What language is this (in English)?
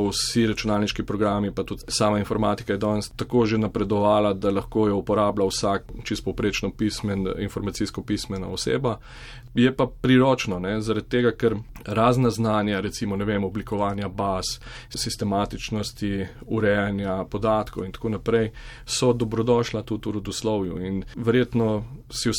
Slovenian